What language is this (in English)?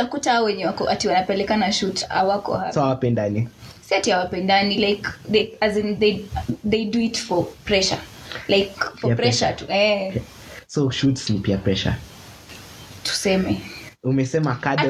Swahili